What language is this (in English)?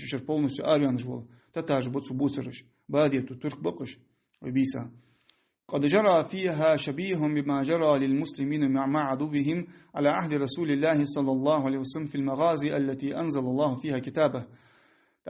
Ingush